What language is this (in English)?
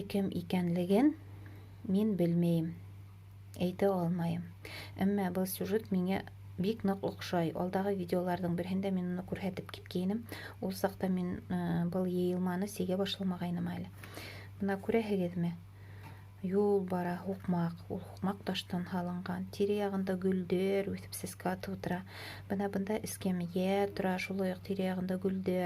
Bashkir